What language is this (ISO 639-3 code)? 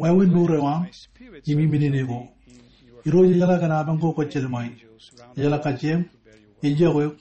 mah